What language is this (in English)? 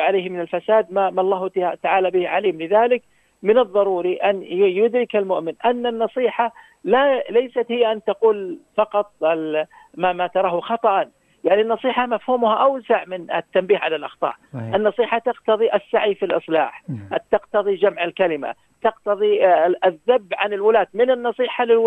Arabic